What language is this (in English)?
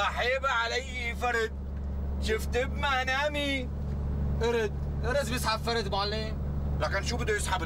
North Levantine Arabic